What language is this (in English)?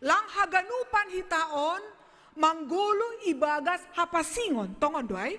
Batak Simalungun